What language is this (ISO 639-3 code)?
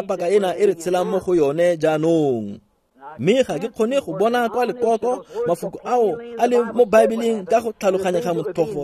tsn